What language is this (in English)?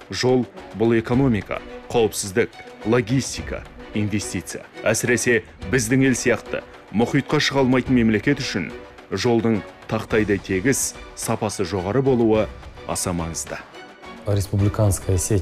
Kazakh